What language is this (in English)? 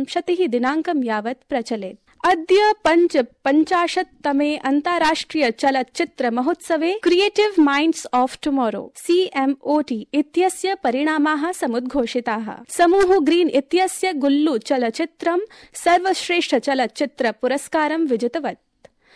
Sanskrit